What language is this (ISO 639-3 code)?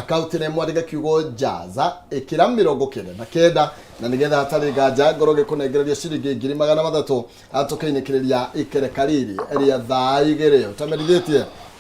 kik